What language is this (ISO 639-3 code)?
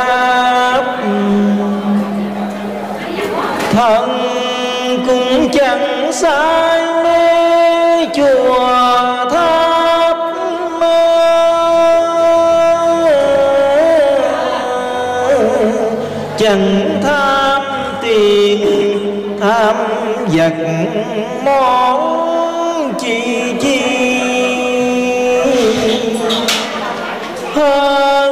vie